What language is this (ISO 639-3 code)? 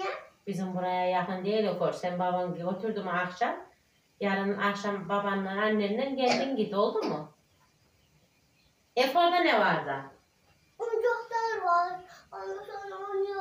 tur